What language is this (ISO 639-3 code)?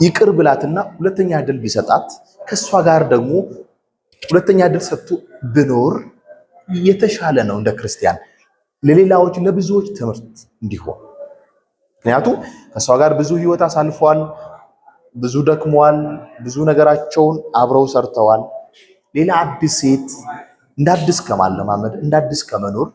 amh